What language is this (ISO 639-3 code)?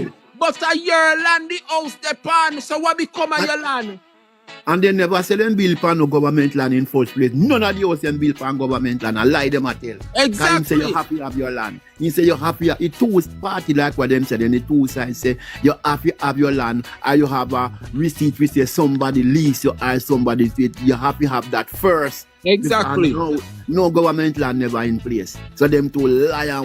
jam